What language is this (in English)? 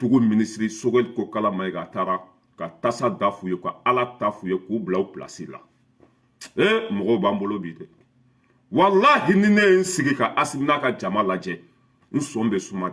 Bambara